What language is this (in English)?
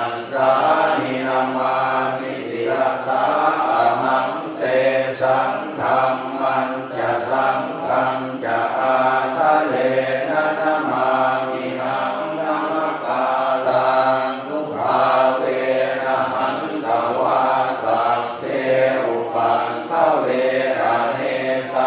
Pali